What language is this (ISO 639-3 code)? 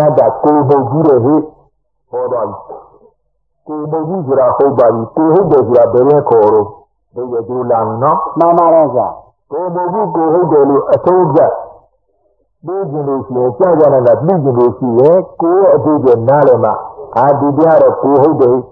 mya